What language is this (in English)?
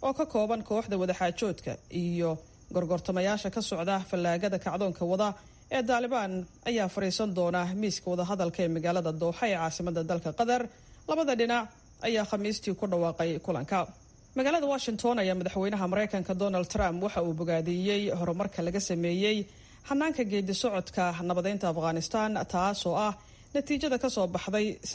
Somali